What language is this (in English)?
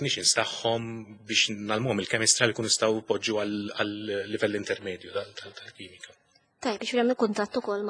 Maltese